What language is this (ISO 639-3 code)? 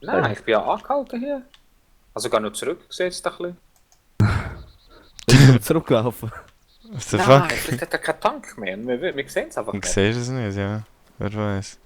gsw